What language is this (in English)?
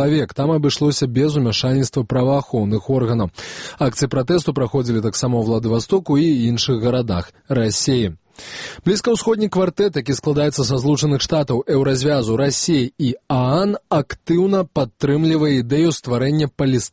Belarusian